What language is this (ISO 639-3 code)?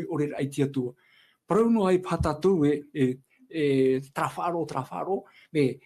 tah